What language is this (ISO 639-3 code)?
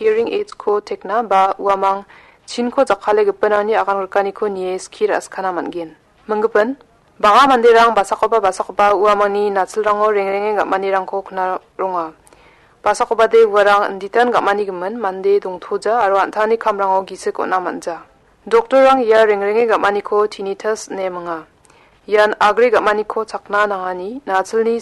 grt